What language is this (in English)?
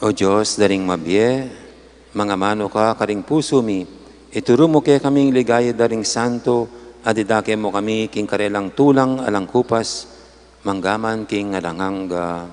Pampanga